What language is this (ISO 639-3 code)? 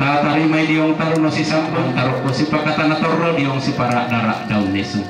sda